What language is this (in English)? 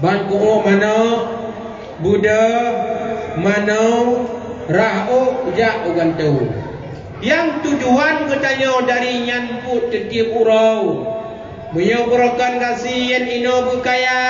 Achinese